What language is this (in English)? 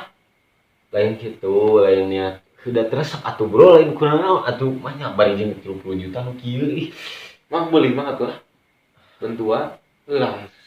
Sundanese